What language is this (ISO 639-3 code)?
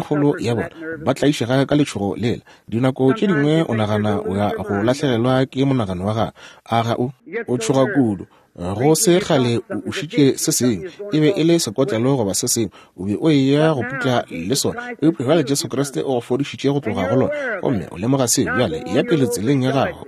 nso